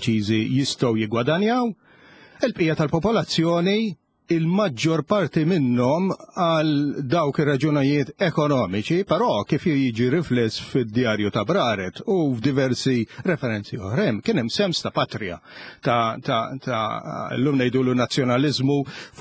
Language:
Maltese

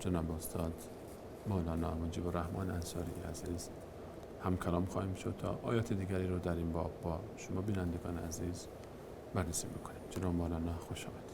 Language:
Persian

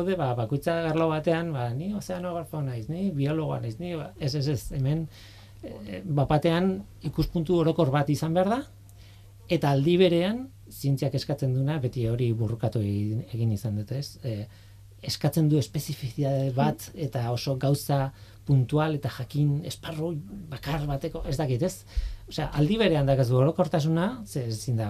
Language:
Basque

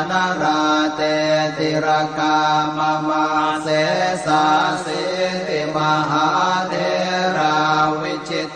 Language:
Pali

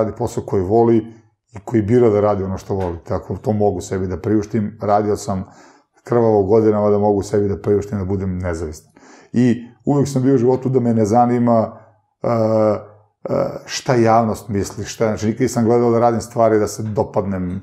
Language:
Serbian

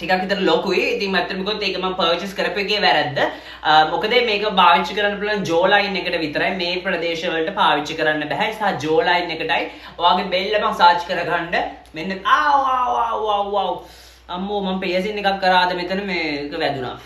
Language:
Sinhala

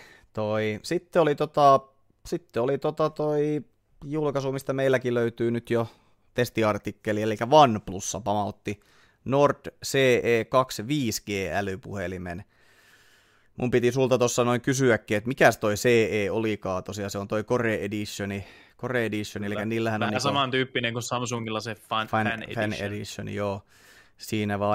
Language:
Finnish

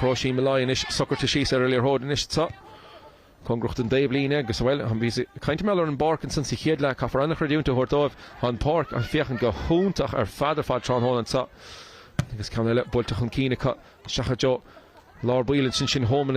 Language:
Irish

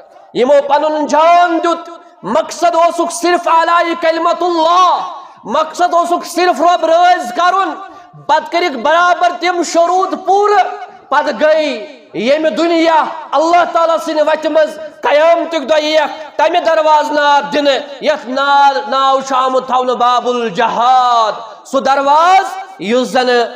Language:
Kashmiri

